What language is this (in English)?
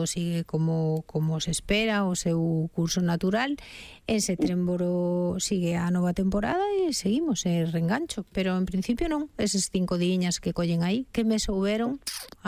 Galician